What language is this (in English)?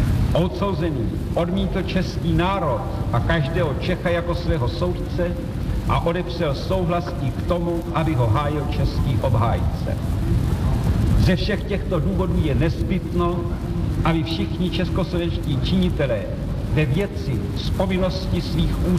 Czech